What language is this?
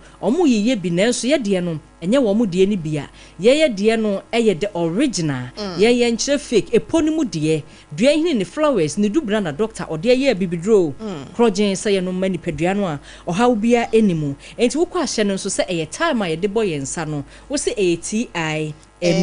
Akan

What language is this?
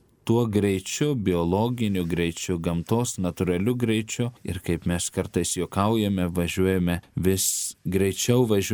Lithuanian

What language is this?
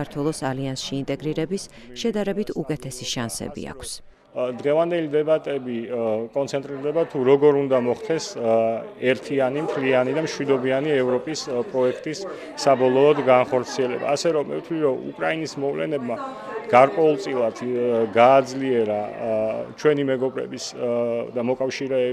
Georgian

